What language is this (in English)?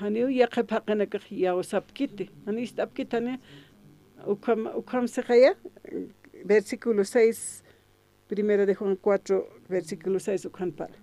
Aymara